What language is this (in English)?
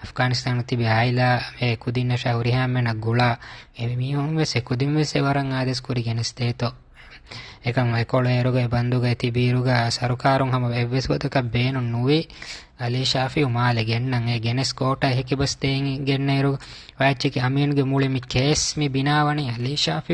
Divehi